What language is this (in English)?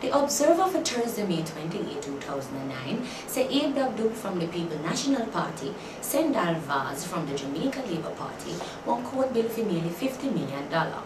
Jamaican Creole English